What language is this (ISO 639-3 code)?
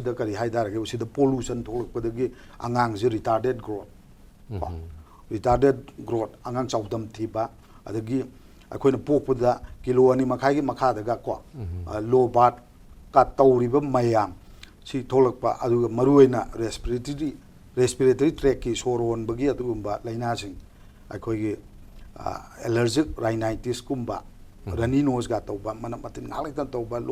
mni